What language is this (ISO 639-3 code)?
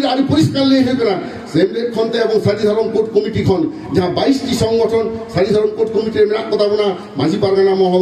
sat